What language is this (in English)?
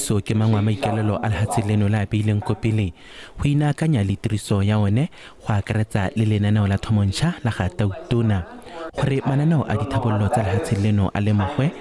Tswana